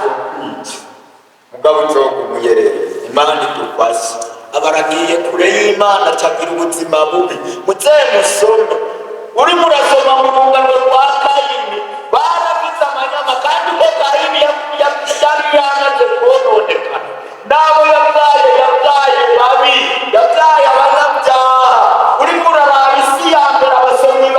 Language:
Rundi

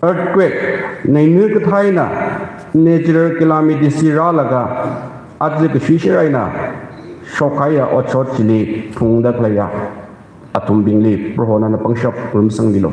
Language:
Tangkhul Naga (India)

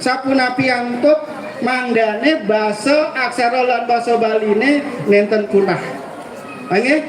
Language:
Balinese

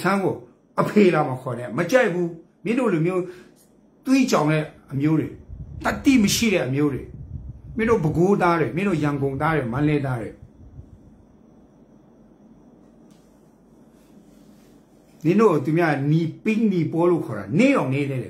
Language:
Burmese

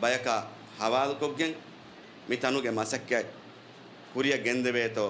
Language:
Divehi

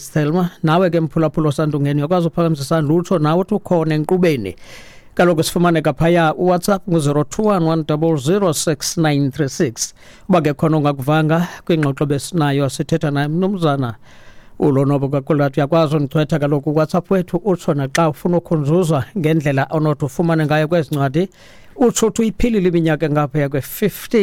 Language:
Xhosa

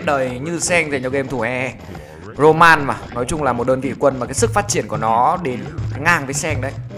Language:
Vietnamese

